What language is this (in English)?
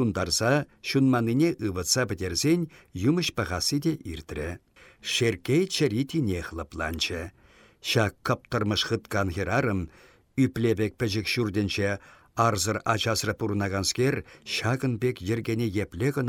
Chuvash